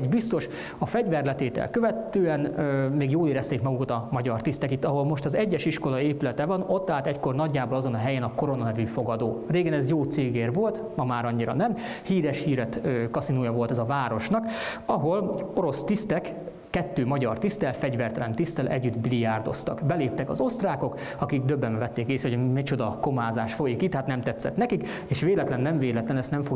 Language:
Hungarian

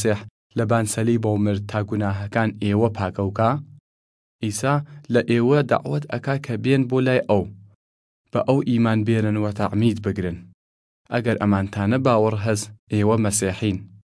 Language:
Southern Kurdish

